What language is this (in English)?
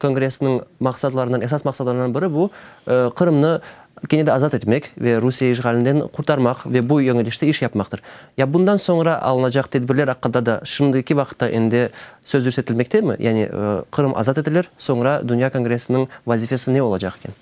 Crimean Tatar